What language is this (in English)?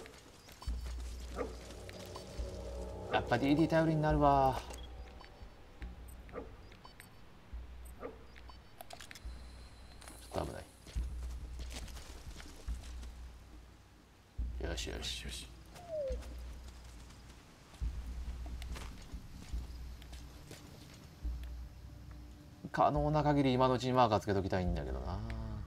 Japanese